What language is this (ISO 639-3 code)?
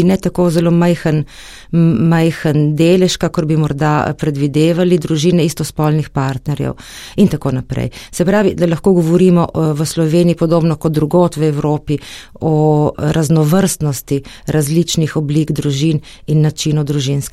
slv